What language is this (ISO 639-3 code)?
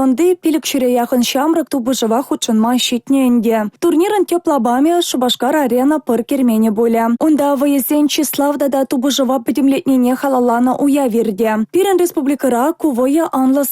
chv